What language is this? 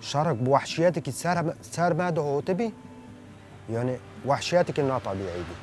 Kurdish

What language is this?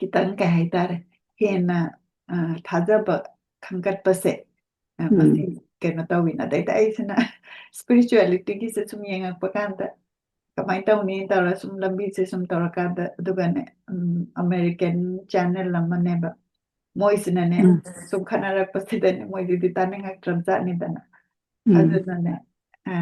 Manipuri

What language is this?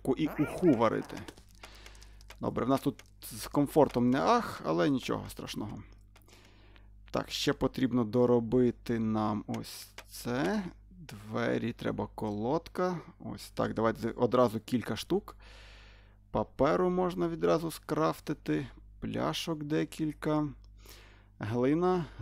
Ukrainian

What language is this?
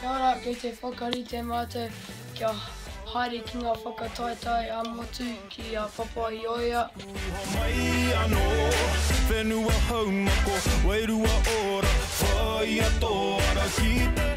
Māori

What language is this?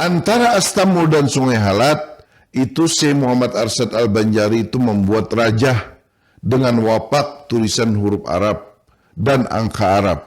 Banjar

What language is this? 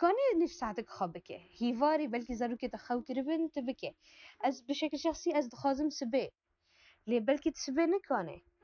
Kurdish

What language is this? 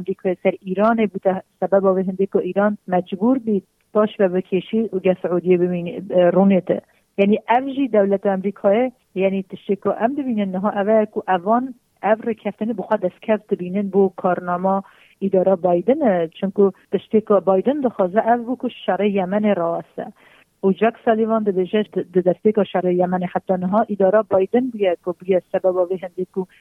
Kurdish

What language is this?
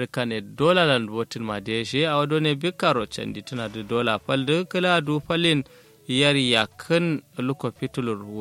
Kanuri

